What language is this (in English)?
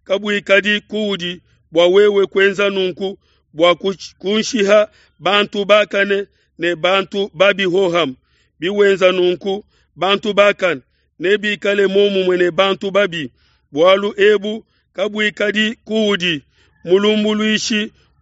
Luba-Lulua